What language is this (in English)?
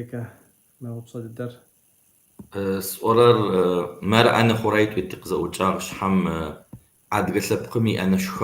Kabardian